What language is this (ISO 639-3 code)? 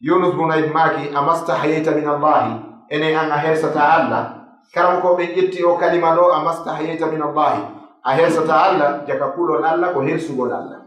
ful